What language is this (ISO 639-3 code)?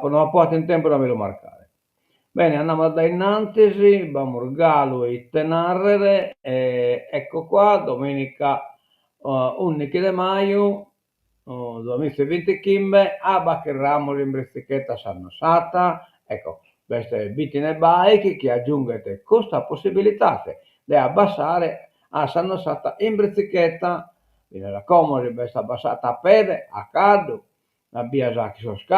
srd